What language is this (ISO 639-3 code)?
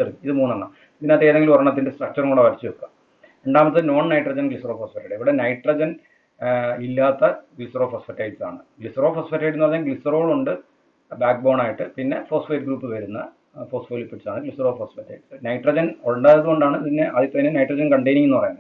mal